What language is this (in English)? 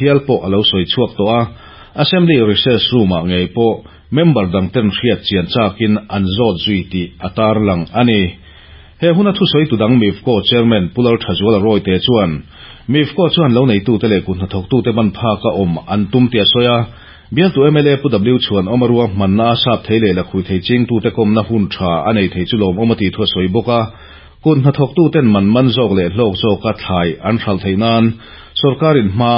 Mizo